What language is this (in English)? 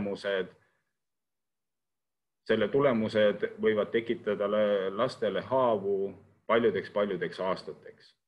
Estonian